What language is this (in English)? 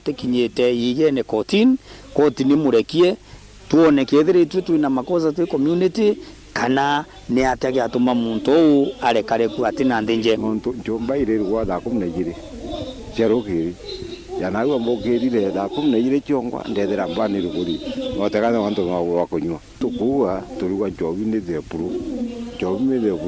Meru